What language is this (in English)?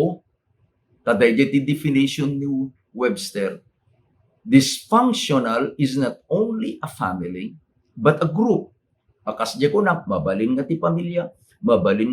Iloko